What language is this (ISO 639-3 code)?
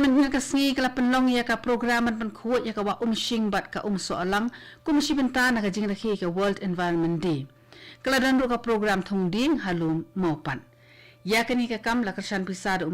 kha